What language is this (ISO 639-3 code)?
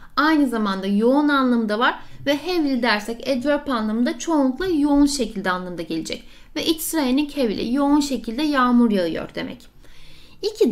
tur